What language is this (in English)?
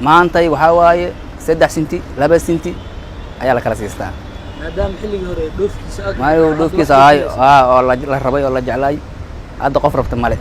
Somali